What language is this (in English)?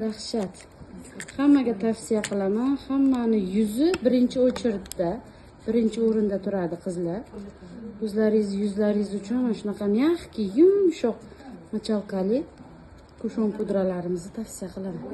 Uzbek